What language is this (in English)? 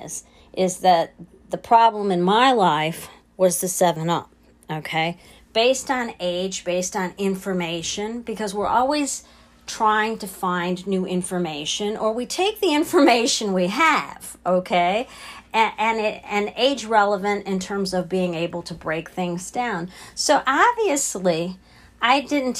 English